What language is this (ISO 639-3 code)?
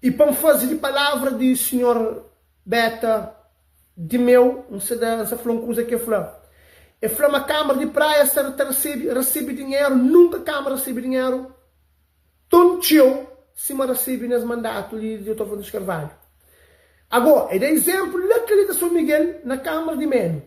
kea